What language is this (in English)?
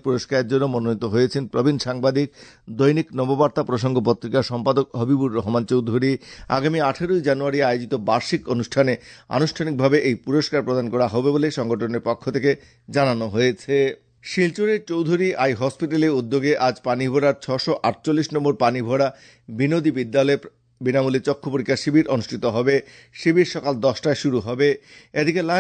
Bangla